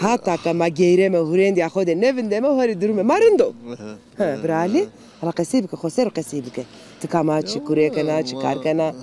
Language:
Zaza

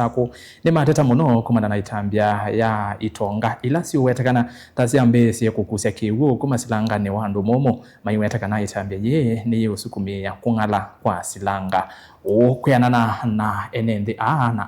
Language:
Kamba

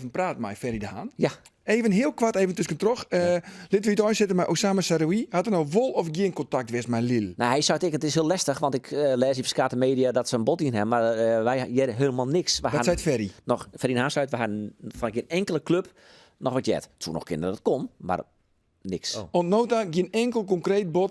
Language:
Western Frisian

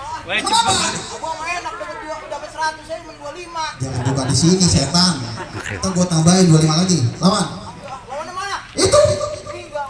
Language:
Betawi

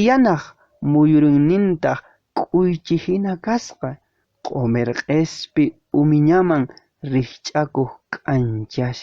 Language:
Quechua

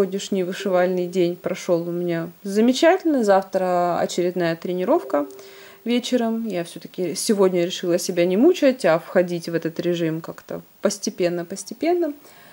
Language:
Russian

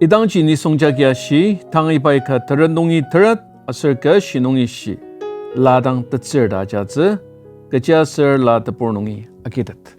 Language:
Ao Naga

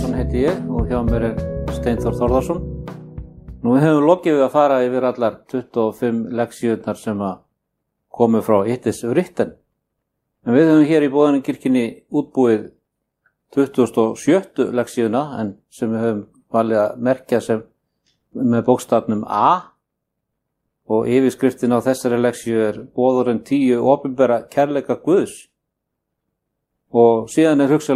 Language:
Icelandic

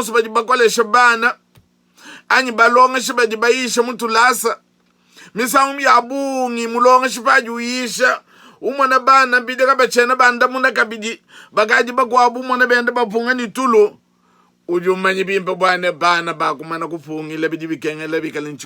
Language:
Luba-Lulua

